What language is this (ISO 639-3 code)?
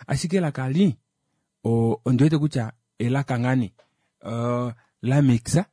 kua